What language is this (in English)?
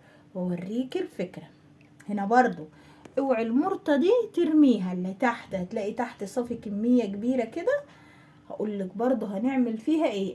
Egyptian Arabic